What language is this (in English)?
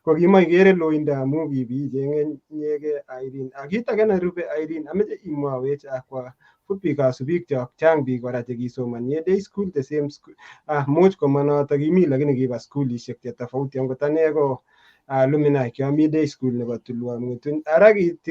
Kalenjin